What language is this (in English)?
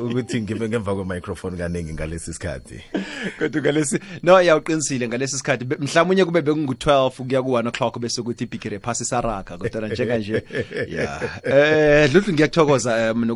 South Ndebele